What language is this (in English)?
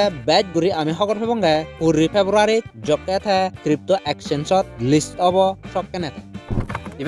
Chakma